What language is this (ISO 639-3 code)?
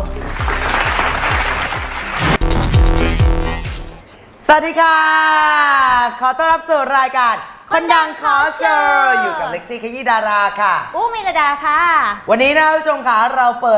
tha